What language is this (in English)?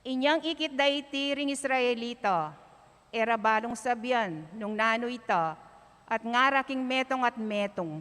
Pampanga